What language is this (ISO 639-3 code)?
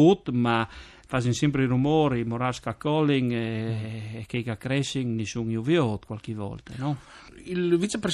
fur